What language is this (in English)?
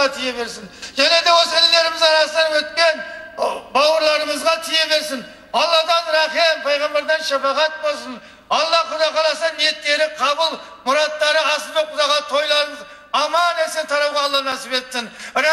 Kazakh